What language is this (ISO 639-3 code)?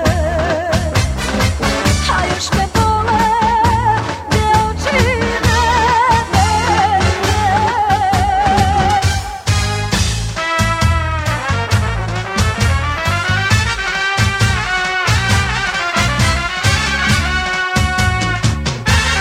srp